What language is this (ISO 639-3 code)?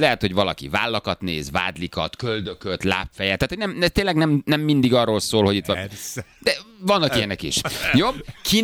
hun